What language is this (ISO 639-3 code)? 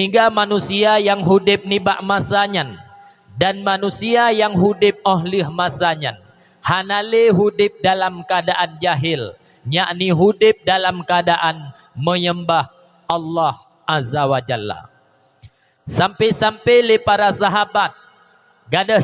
ace